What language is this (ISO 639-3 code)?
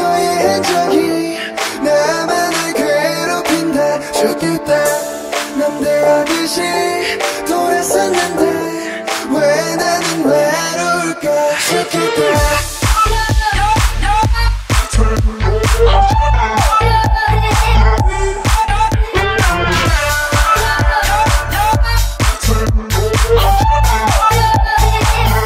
kor